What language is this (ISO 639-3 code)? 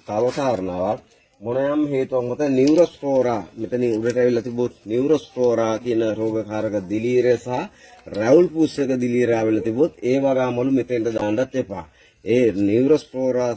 sin